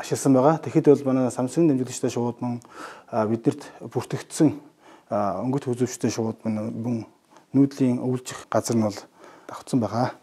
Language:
Mongolian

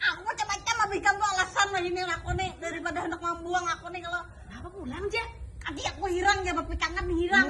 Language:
Banjar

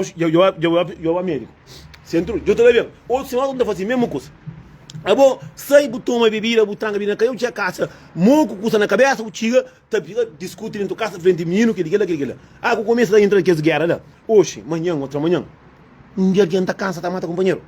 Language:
Kabuverdianu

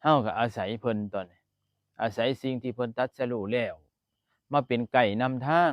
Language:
Northeastern Thai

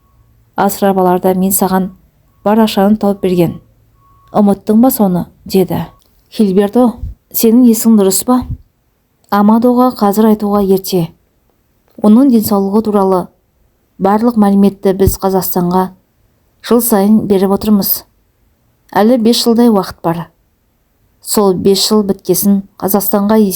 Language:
Kazakh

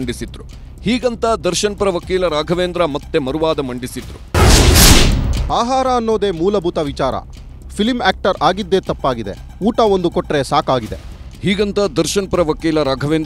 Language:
Kannada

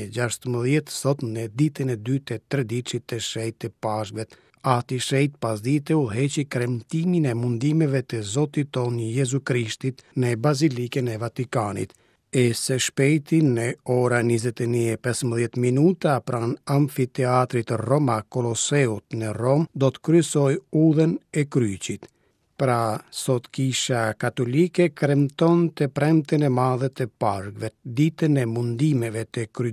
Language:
Albanian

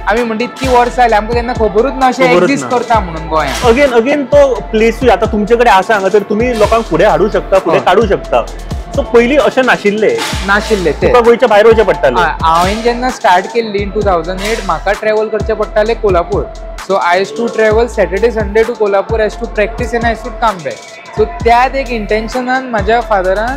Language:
Konkani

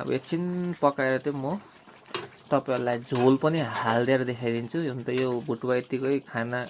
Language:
Nepali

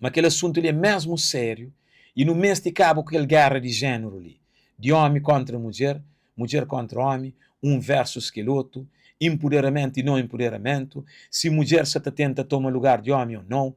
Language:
Kabuverdianu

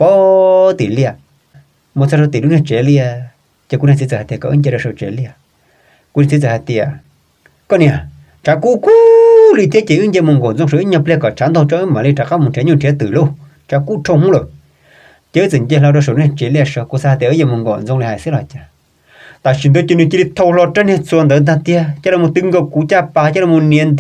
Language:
Hmong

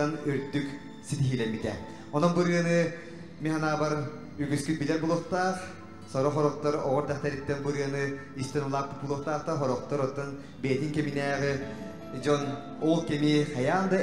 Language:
Yakut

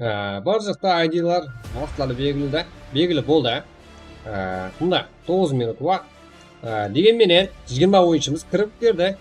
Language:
Kara-Kalpak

